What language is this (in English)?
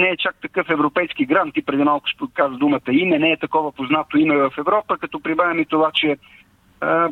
Bulgarian